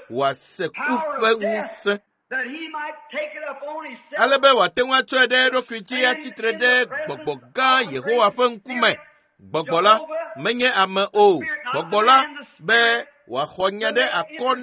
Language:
Ewe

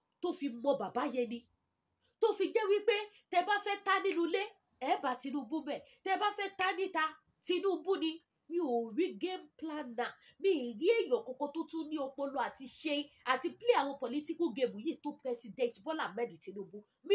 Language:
Yoruba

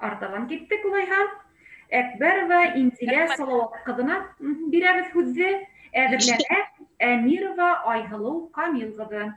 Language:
Bashkir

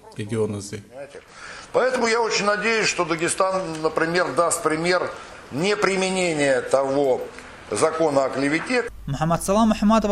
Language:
Georgian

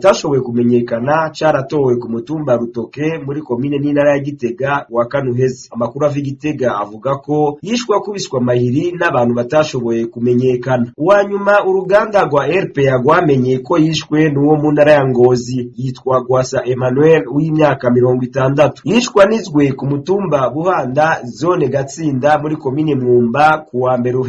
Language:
Rundi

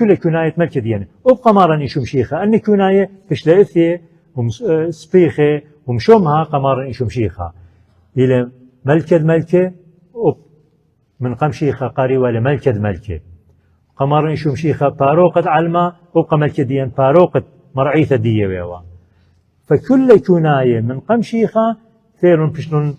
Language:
Assyrian Neo-Aramaic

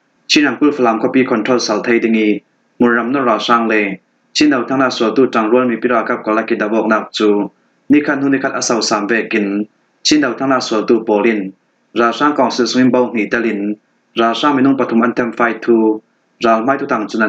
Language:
Falam Chin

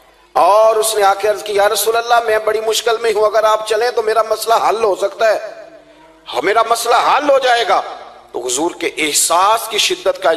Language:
Urdu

